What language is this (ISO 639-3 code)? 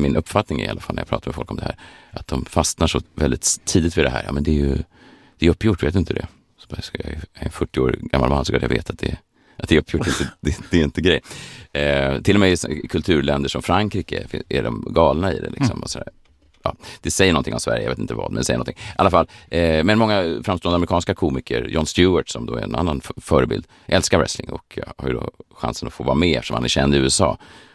swe